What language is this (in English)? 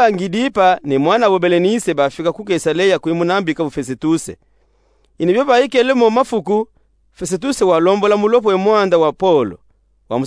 Luba-Katanga